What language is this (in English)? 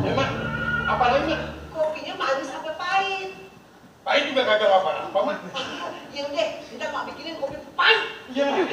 Betawi